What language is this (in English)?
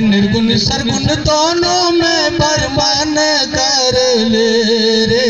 Magahi